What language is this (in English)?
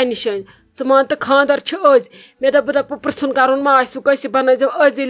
Kashmiri